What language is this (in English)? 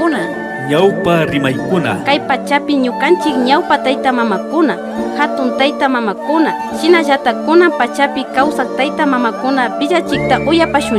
Imbabura Highland Quichua